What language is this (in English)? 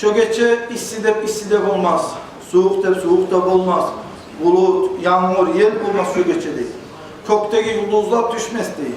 Kumyk